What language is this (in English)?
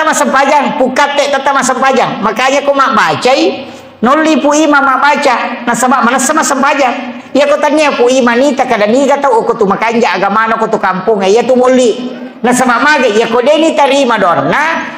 Buginese